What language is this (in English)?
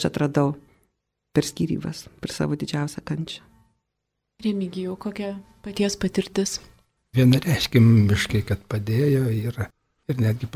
Lithuanian